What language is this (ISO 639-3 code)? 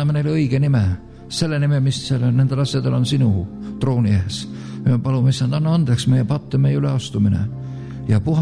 est